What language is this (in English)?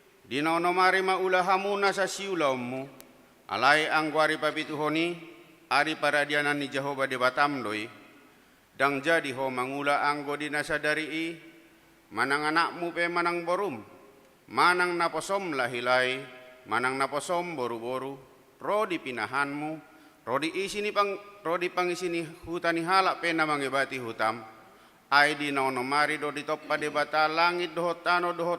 Batak Toba